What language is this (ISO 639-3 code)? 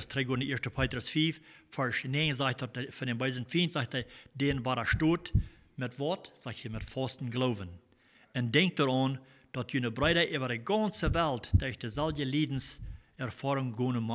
pdt